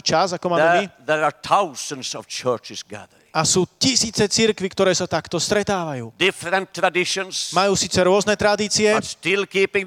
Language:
Slovak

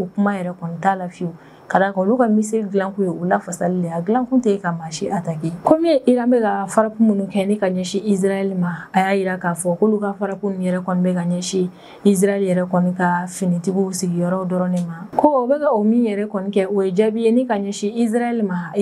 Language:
Bambara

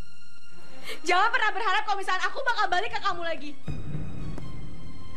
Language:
Indonesian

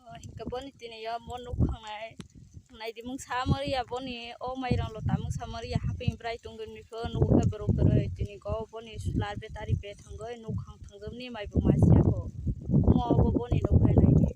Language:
Kok Borok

